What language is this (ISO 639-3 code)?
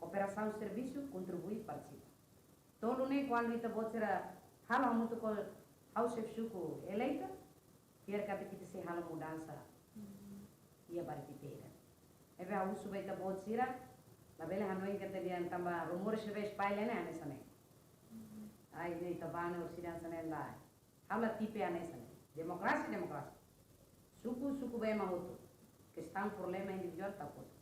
tet